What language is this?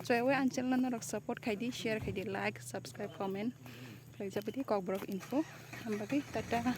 Kok Borok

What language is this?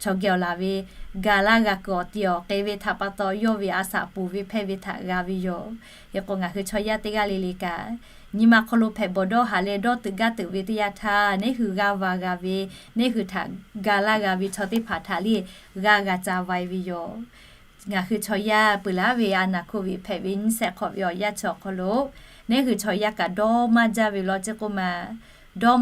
Lahu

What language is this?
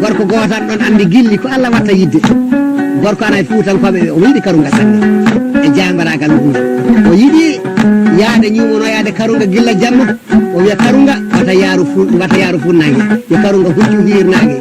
Fula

